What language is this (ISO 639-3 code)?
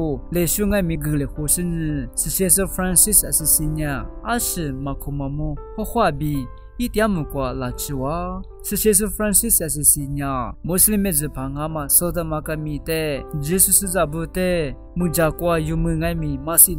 lis